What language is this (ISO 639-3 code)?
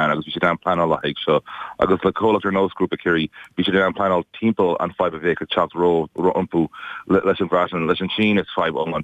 gle